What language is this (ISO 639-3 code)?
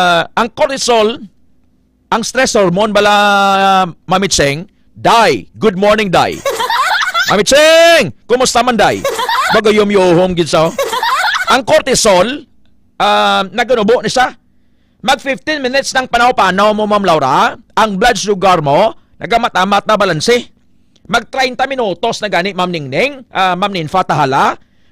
hil